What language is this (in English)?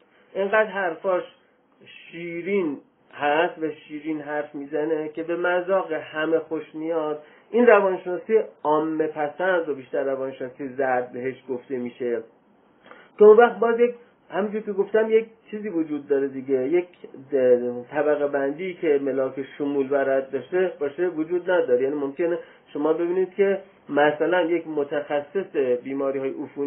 Persian